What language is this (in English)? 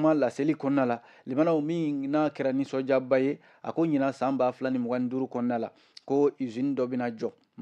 Bambara